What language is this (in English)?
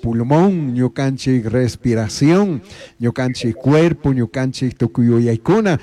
Chimborazo Highland Quichua